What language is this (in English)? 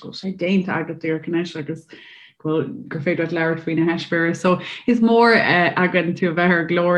Irish